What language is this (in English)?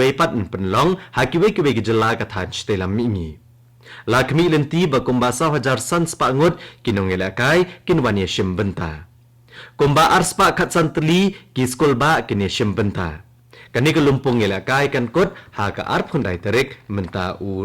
Khasi